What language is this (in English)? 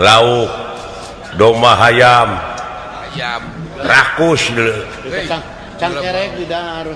Sundanese